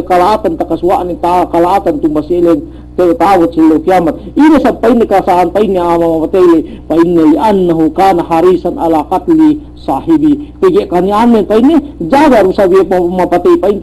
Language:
Yakan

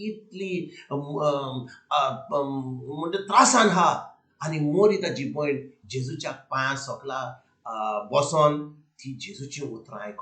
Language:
Konkani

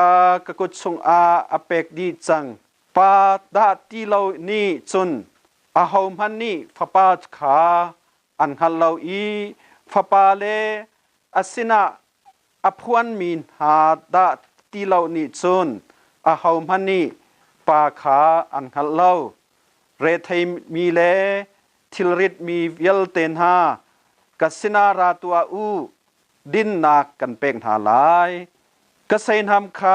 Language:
Hakha Chin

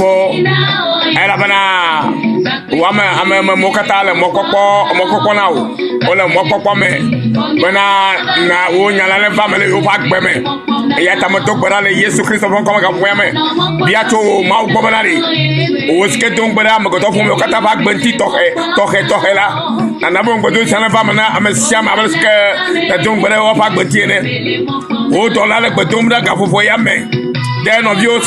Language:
Ewe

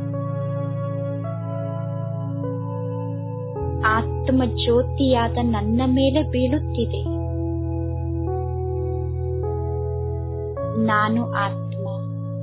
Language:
Kannada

